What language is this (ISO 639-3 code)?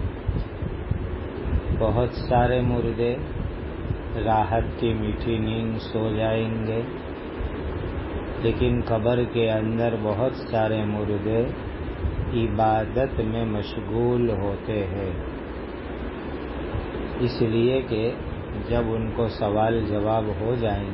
urd